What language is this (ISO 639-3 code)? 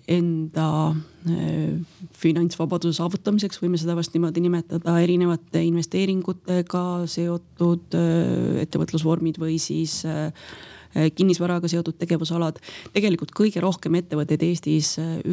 est